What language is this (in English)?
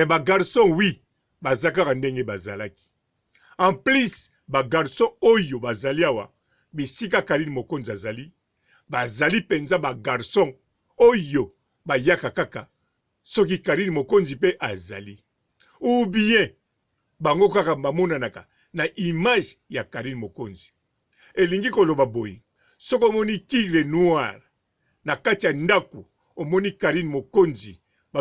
Lingala